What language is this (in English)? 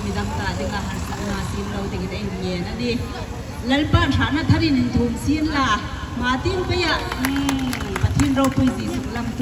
Hmar